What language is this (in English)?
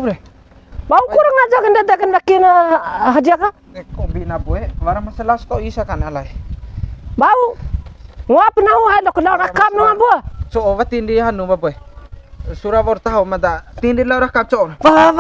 Bima